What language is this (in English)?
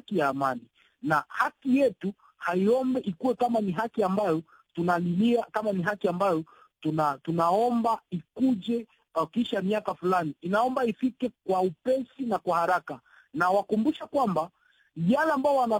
Swahili